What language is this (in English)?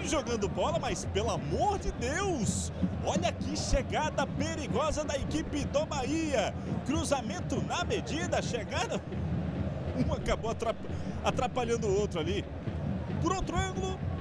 Portuguese